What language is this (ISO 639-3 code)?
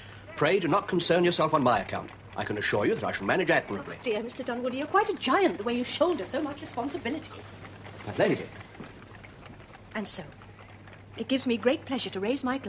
eng